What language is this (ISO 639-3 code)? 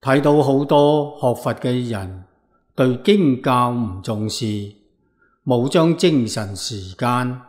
yue